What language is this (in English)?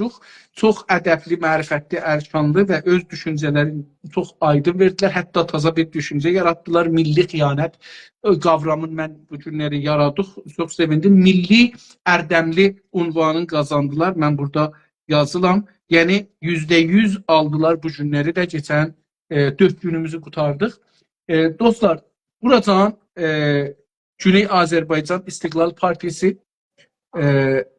South Azerbaijani